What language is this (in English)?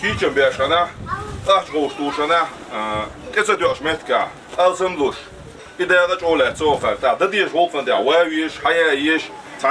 Chechen